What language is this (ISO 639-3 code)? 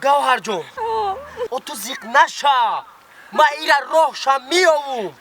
tgk